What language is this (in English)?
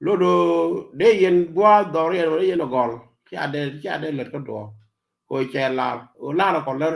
Nuer